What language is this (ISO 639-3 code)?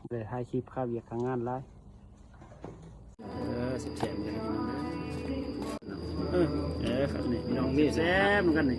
lao